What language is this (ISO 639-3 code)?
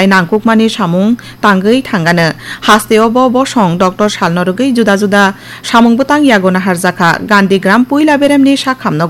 trp